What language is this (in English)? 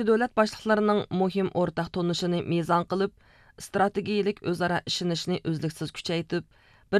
Uyghur